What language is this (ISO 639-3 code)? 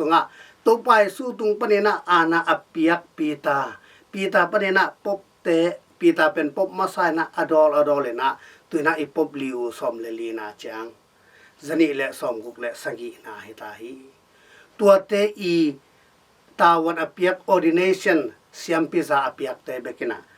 ctd